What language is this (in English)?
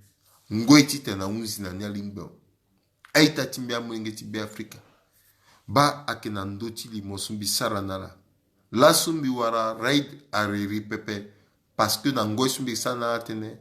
Sango